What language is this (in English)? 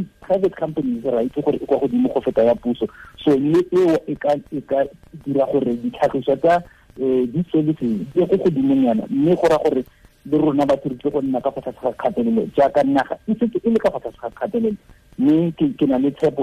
Tswana